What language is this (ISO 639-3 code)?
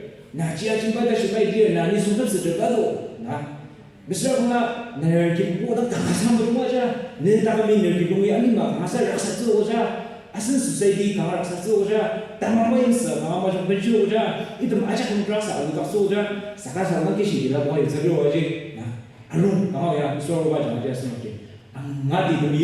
njo